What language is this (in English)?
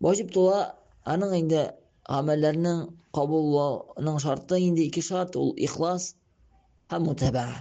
Tatar